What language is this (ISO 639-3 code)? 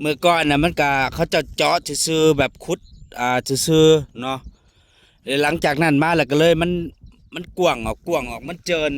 tts